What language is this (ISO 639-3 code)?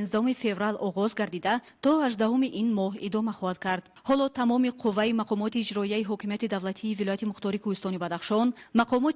tgk